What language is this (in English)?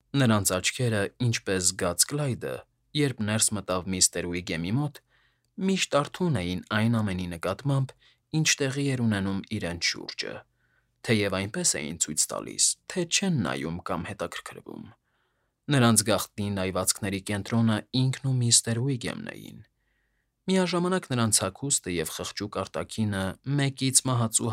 Armenian